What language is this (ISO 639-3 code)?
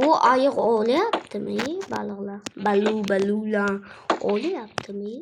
uzb